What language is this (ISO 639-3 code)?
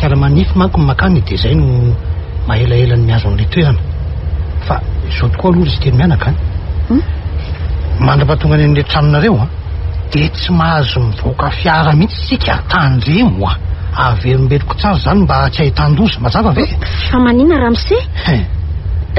mlg